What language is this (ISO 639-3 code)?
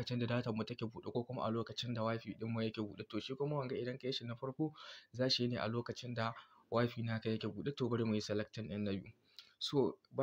hau